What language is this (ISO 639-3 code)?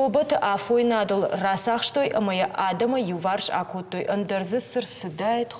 oss